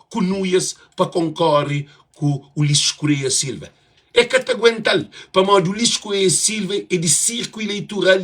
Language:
Kabuverdianu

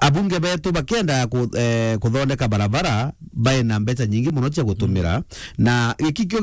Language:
Meru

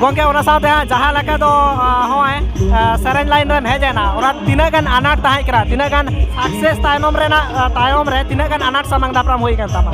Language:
Santali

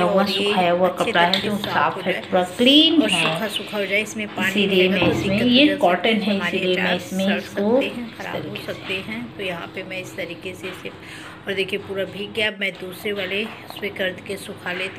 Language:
Hindi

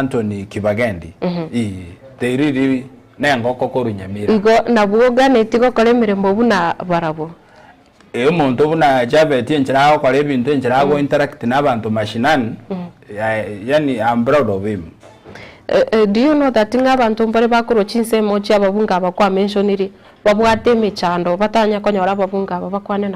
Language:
Gusii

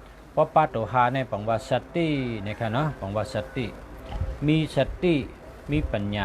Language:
Shan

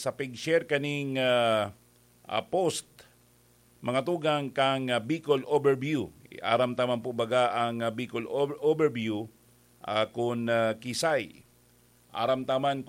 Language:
Bikol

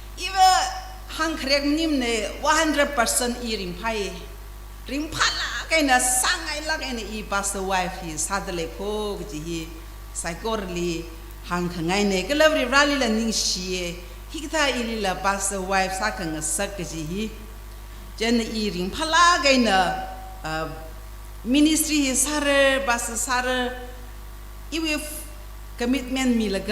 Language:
Tangkhul Naga (India)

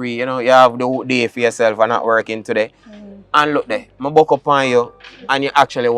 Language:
Jamaican Creole English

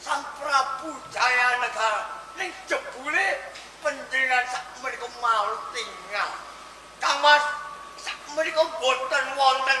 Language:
Javanese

